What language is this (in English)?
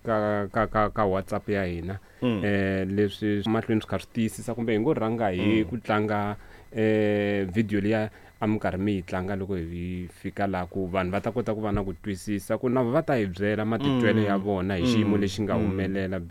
Tsonga